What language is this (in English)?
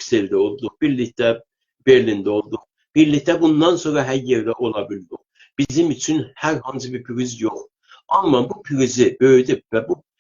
South Azerbaijani